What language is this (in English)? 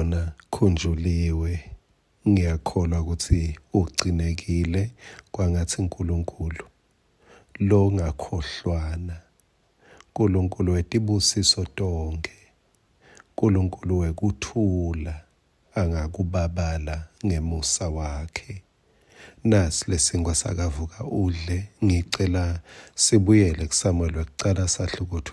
Swati